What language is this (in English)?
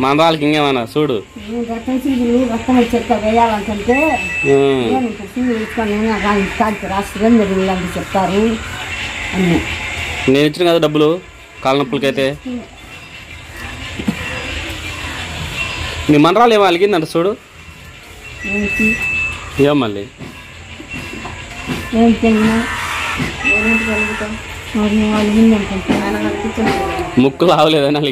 Telugu